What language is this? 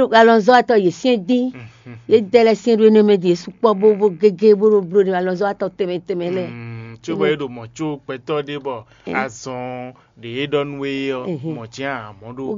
Fon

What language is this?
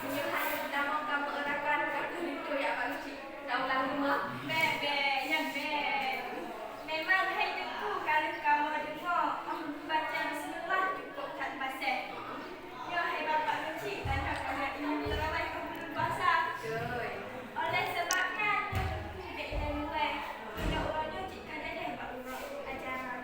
Achinese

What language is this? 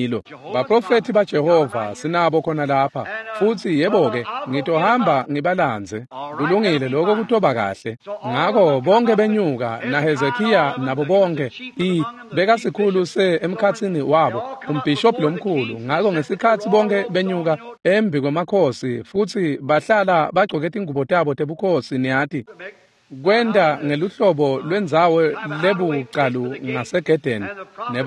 Swati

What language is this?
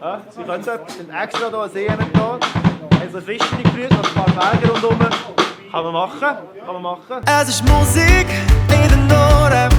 Swiss German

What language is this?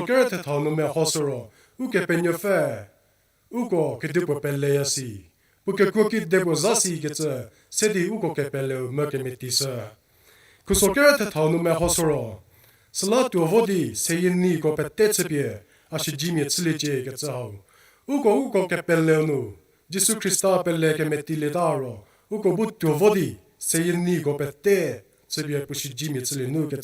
Angami Naga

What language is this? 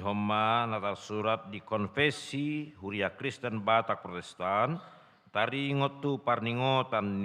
Batak Toba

